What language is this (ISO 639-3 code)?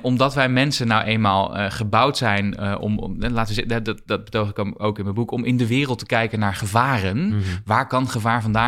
nld